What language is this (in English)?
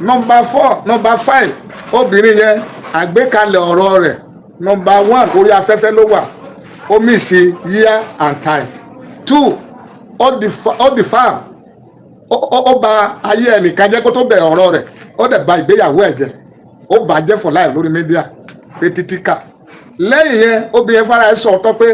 Yoruba